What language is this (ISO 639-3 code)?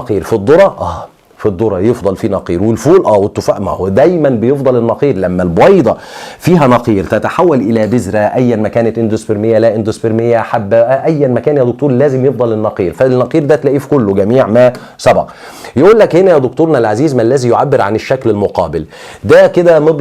arz